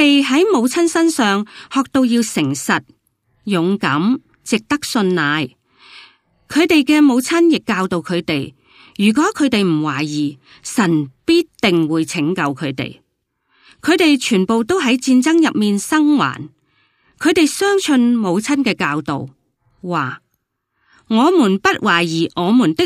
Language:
Cantonese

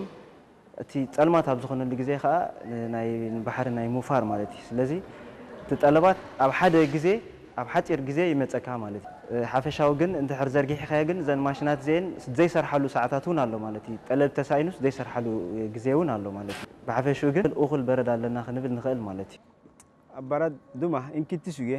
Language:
Tigrinya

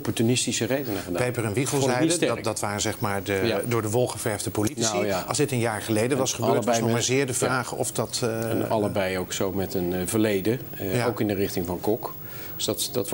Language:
Dutch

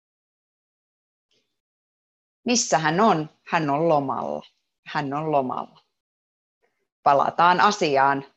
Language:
Finnish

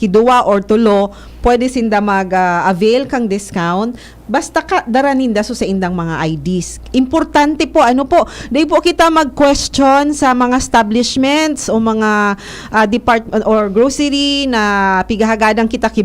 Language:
Bikol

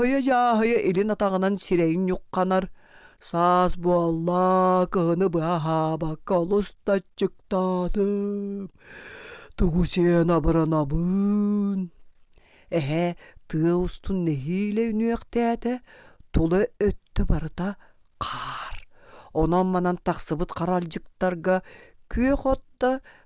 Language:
Yakut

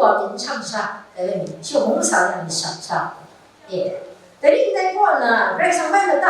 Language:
Kachin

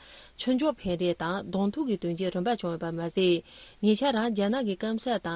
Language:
Tibetan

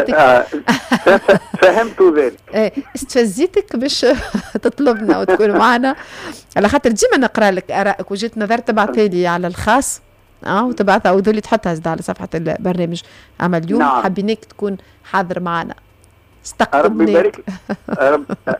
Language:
Tunisian Arabic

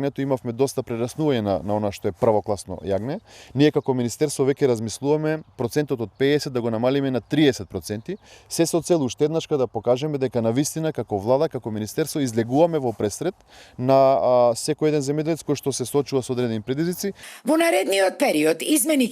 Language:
Macedonian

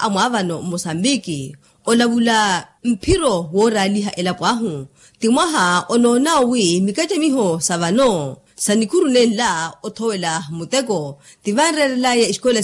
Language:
Makhuwa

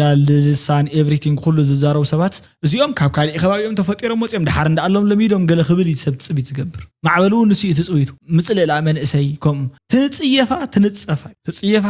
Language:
Tigrinya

